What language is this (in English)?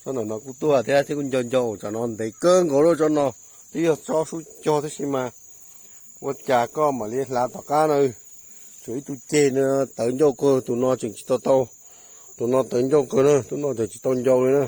Hmong